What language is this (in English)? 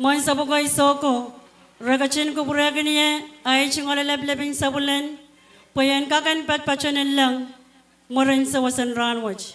Pohnpeian